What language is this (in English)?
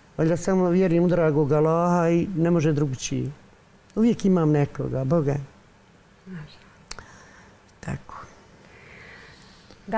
Bosnian